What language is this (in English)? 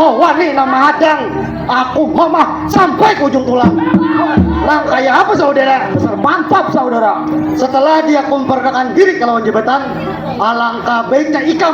Banjar